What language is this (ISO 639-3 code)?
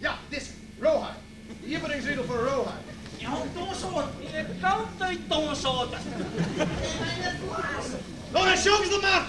fry